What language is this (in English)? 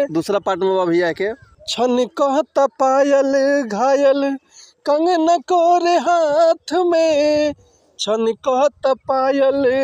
Bhojpuri